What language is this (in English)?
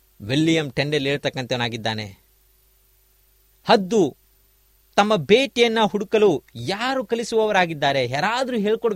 Kannada